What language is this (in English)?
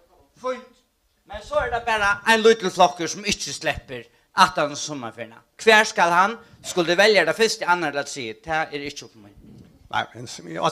Faroese